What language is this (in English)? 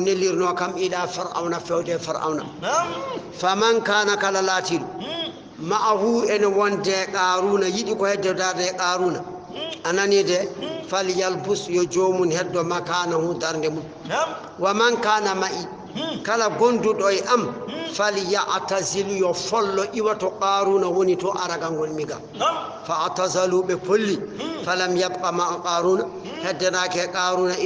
Fula